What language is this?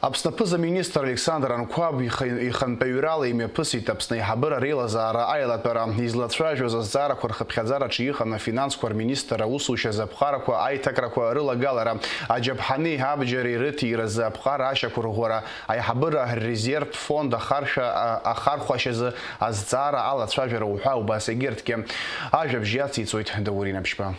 Abkhazian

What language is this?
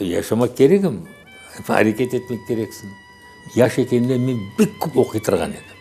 Crimean Tatar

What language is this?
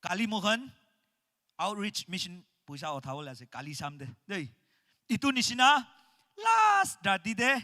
Naga Pidgin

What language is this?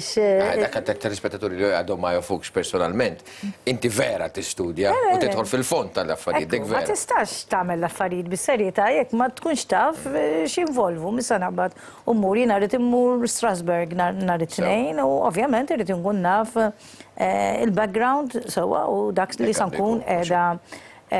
Maltese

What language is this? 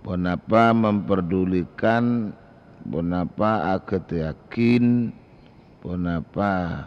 Madurese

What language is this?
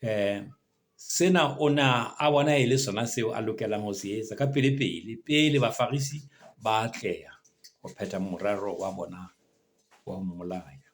Southern Sotho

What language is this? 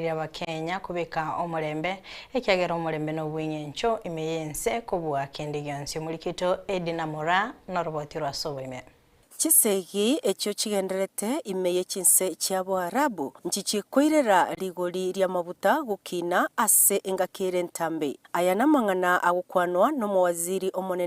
Gusii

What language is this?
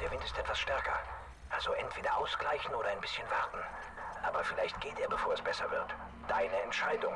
Swiss German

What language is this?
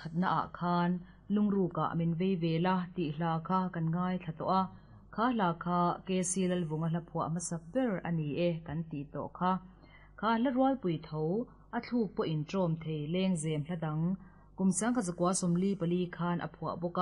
Mizo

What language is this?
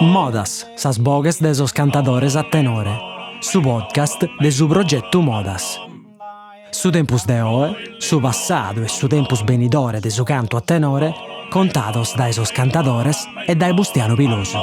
Sardinian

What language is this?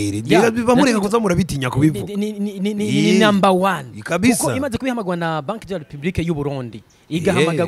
Rundi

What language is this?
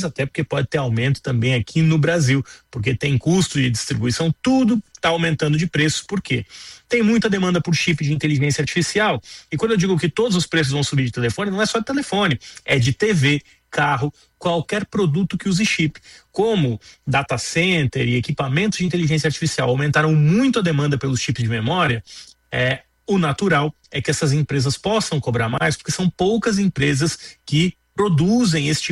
Portuguese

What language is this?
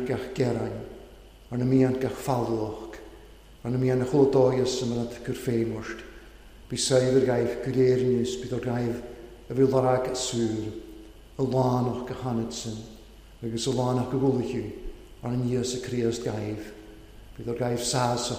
Welsh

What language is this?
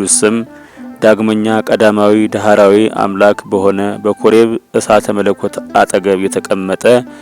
Amharic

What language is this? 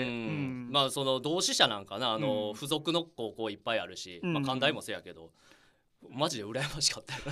Japanese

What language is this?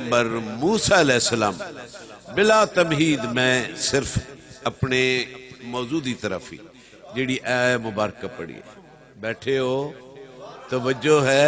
Saraiki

